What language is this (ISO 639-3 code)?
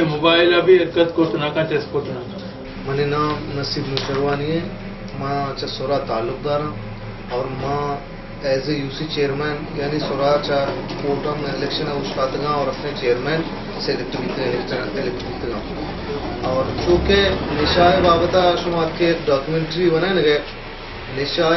bal